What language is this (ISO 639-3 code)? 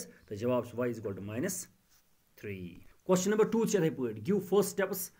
kas